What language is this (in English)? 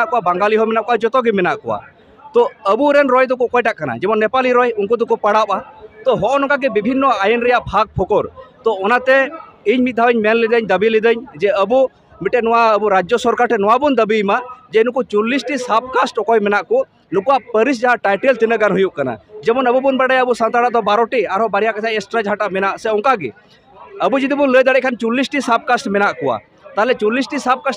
Santali